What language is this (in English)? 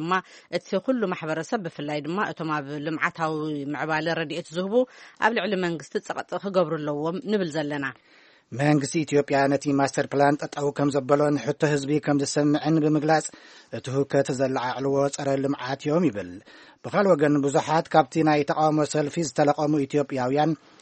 Tigrinya